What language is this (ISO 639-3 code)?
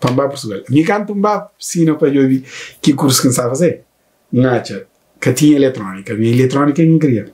kea